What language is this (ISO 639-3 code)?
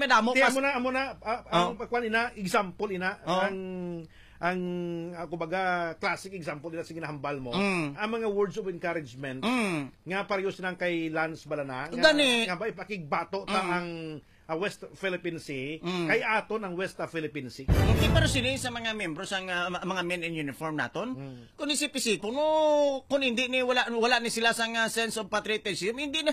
hil